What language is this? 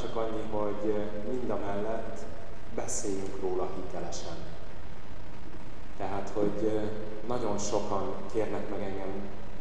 Hungarian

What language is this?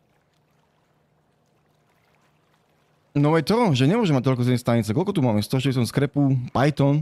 Slovak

